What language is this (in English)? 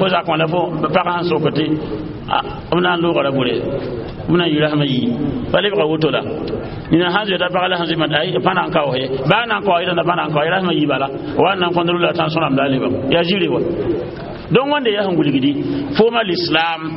Mossi